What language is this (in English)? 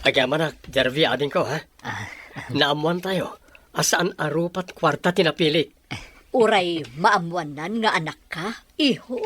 Iloko